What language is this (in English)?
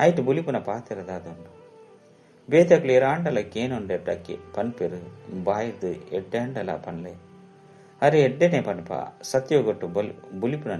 Tulu